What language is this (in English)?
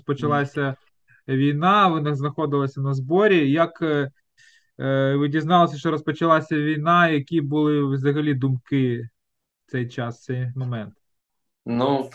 Ukrainian